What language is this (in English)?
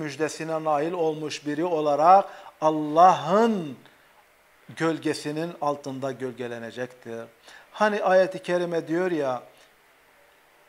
Turkish